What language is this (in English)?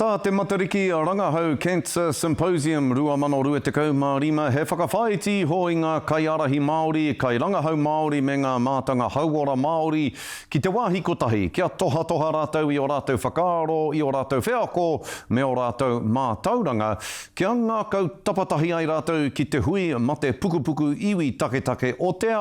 Māori